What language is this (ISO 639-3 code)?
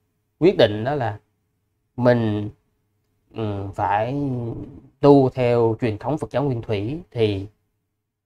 vie